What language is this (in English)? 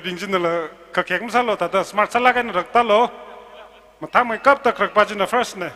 Tangkhul Naga (India)